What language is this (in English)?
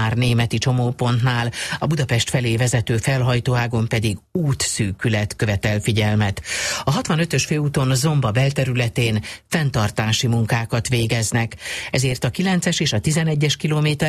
Hungarian